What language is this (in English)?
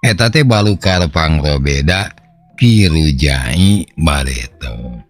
Sundanese